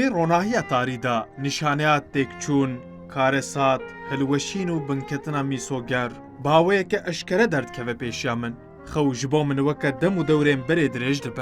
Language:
Kurdish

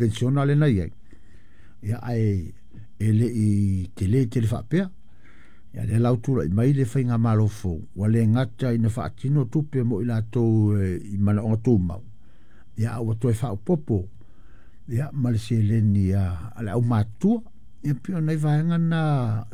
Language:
Samoan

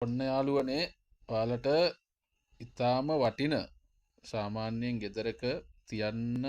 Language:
Sinhala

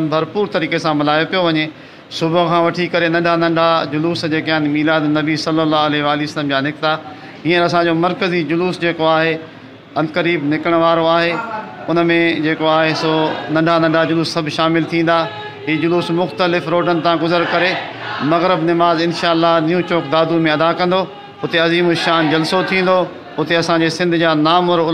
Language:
Sindhi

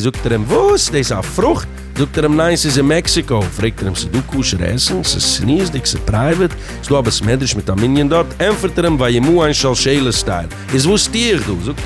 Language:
Yiddish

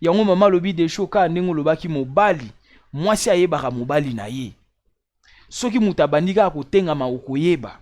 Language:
Lingala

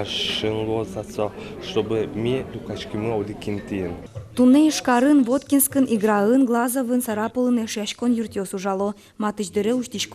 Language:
Udmurt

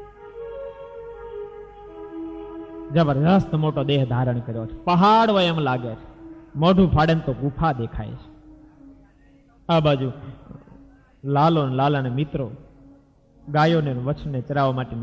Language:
Gujarati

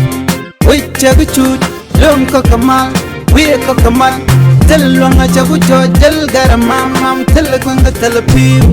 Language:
Nuer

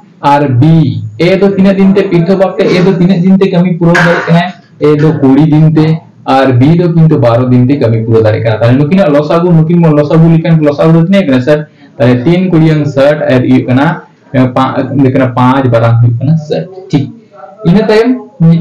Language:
Santali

